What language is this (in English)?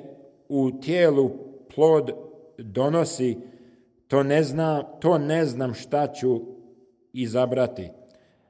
Serbian